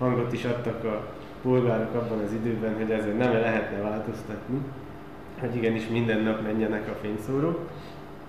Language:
Hungarian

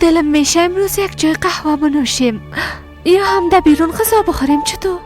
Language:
Persian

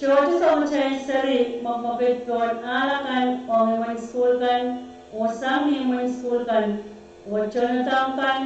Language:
Pohnpeian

